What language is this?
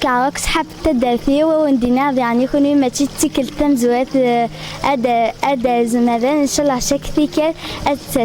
Kabyle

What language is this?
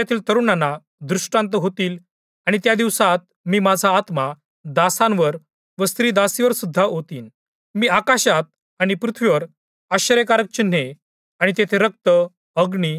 Marathi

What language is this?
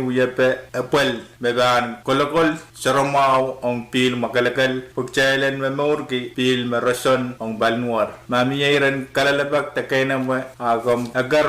Pohnpeian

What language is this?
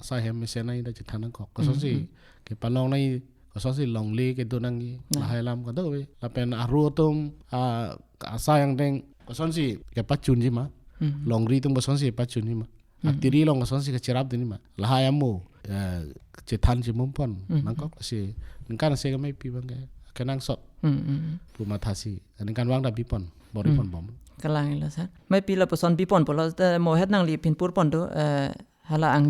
Karbi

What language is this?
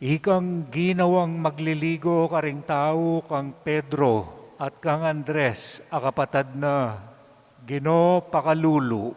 Pampanga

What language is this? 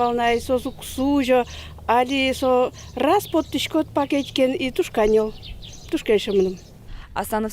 Udmurt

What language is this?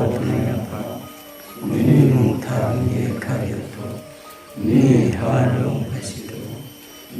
Riang (India)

